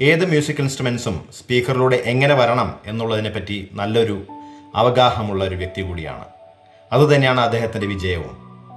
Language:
Malayalam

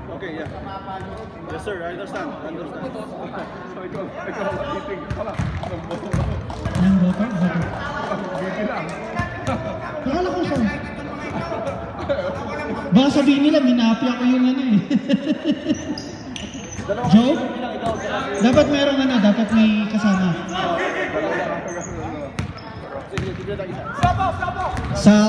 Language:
Filipino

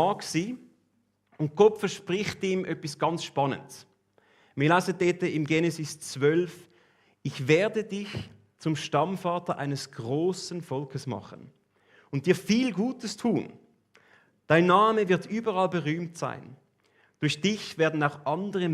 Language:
Swiss German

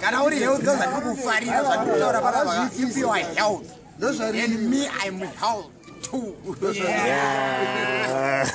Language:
Shona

